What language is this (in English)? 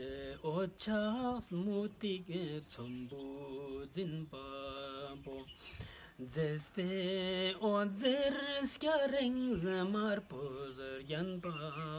Ladakhi